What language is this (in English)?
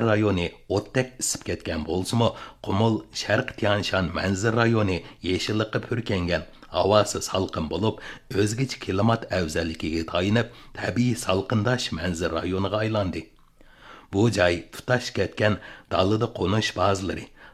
Uyghur